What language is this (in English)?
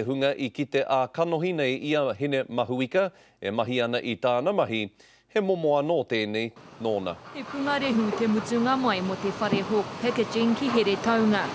Māori